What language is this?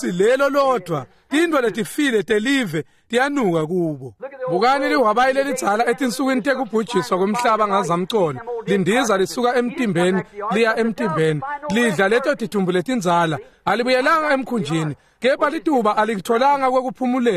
Swati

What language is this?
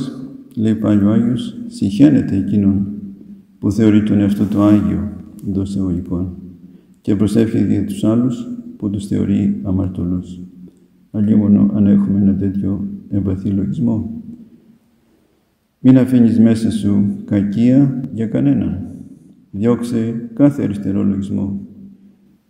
Greek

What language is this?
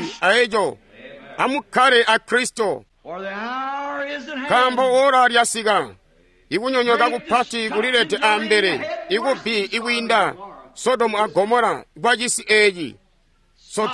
Tonga (Zambia)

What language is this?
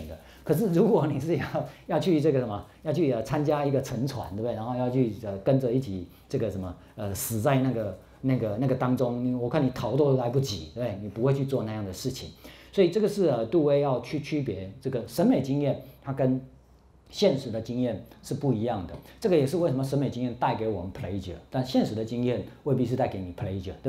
Chinese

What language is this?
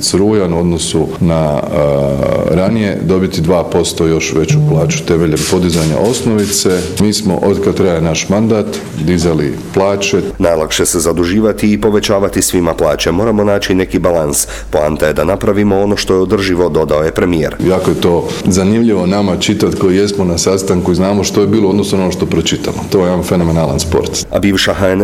Croatian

